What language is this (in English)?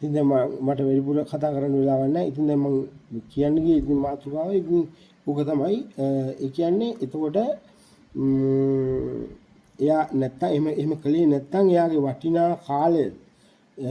Sinhala